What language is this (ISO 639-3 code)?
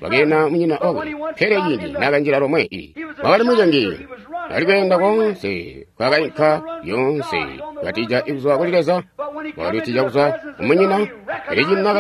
toi